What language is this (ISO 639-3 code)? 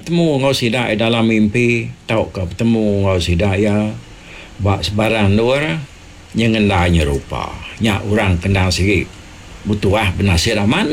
iba